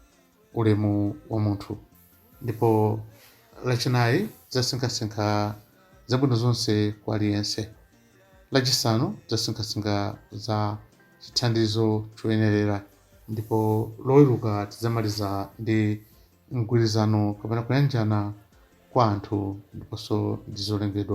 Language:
Nyanja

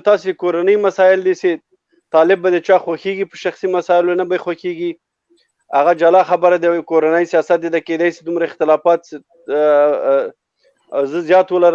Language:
Pashto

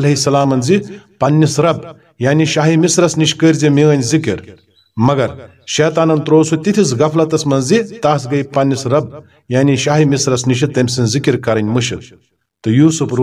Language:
Kashmiri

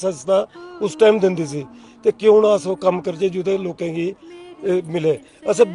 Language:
Dogri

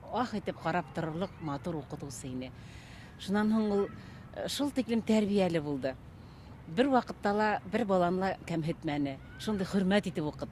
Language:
Bashkir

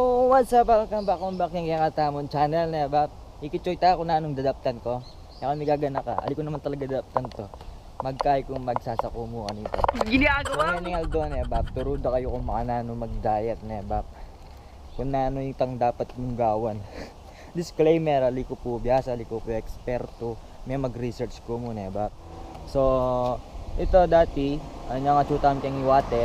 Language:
Pampanga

